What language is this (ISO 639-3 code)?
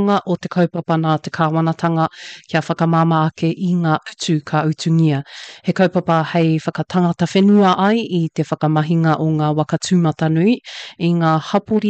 mri